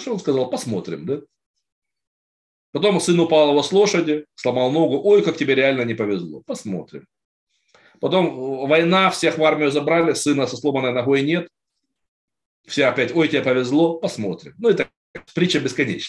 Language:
Russian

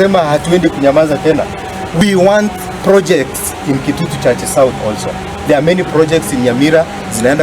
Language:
Gusii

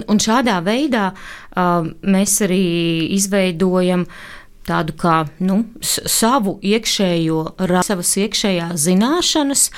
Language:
Latvian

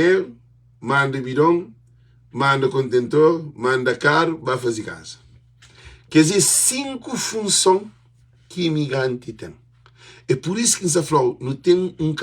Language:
Kabuverdianu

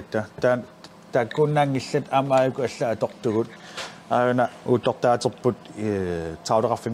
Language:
Kalaallisut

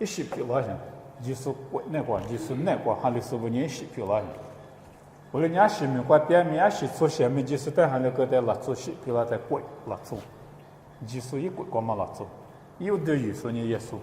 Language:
Lisu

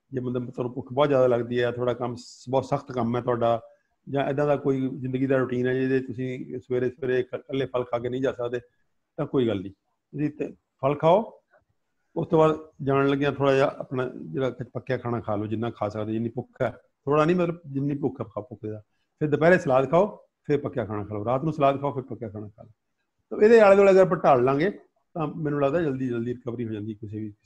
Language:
Punjabi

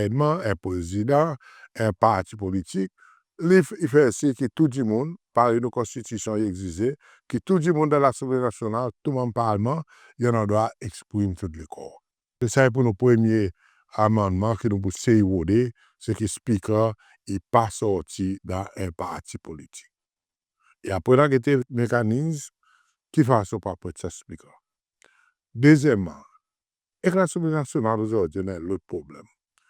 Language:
Seselwa Creole French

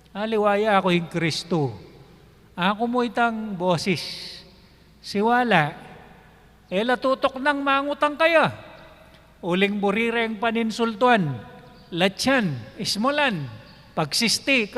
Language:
Pampanga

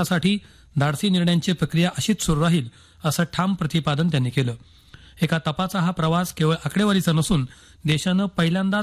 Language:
Marathi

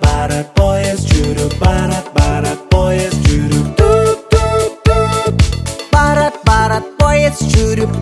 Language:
Kyrgyz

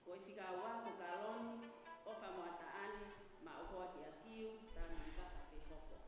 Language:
Tongan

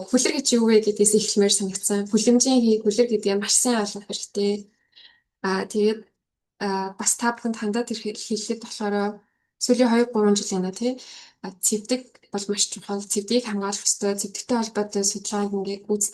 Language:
Mongolian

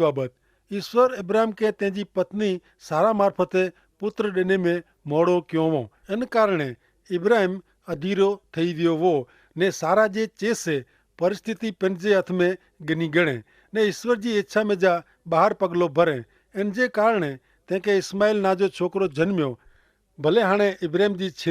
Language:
Kachhi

